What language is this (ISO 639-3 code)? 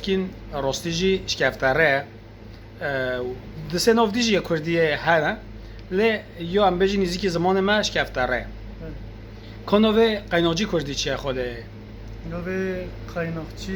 kur